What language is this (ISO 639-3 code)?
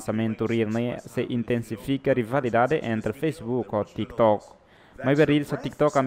tet